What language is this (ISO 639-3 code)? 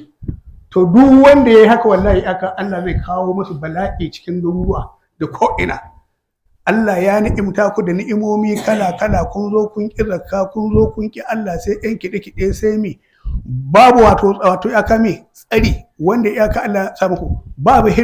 hau